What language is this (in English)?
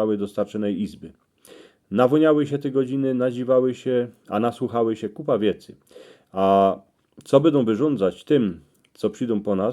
Silesian